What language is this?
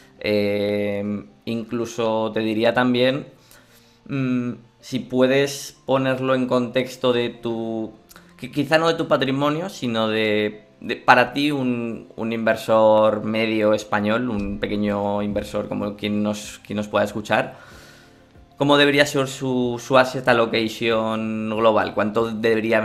Spanish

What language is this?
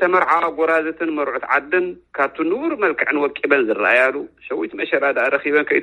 Tigrinya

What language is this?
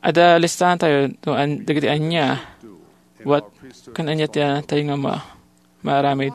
Iloko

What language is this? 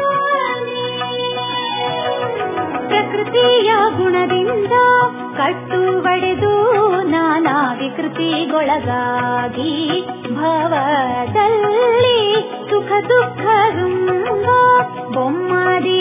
Kannada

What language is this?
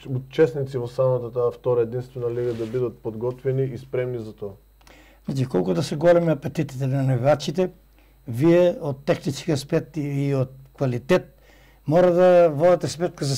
Macedonian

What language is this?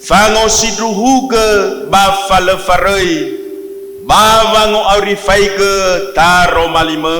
Nias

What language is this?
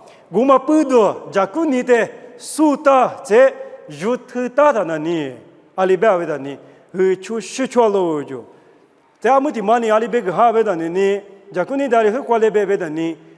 Lisu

